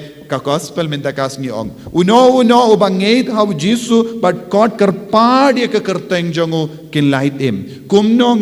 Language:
Khasi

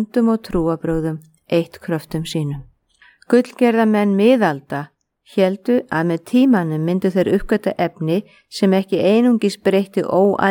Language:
Icelandic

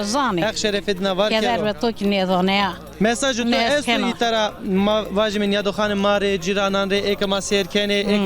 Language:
Zaza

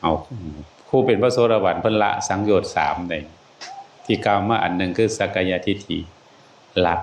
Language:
Northeastern Thai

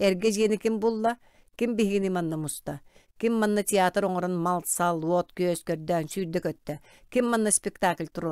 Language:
Yakut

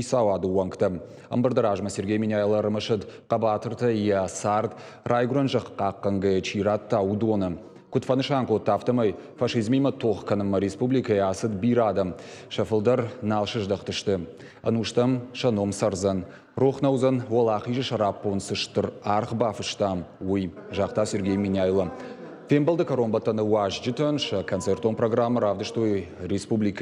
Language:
Ossetic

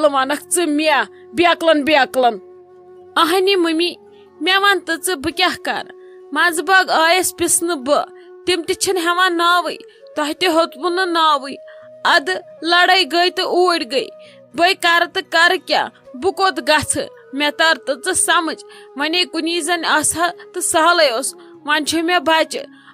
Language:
Kashmiri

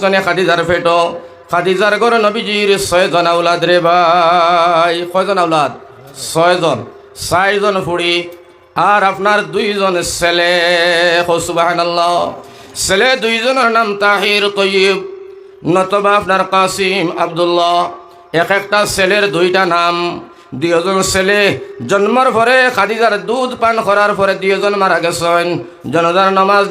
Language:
Sylheti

